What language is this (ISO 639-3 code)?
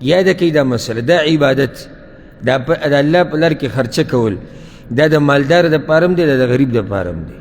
pus